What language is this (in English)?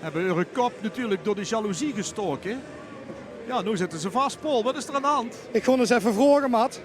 Limburgish